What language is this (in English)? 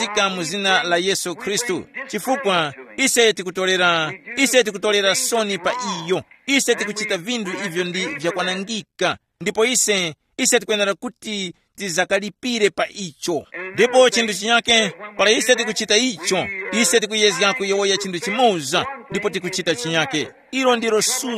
Tumbuka